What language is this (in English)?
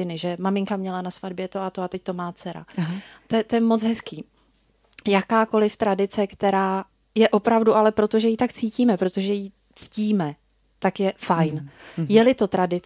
Czech